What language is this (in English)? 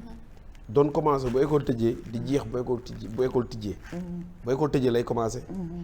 Wolof